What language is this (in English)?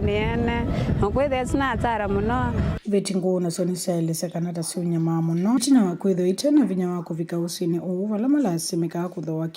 Kamba